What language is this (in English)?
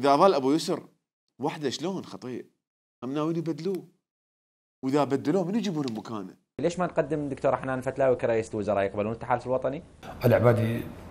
Mesopotamian Arabic